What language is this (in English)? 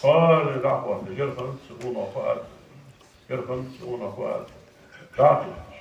Ingush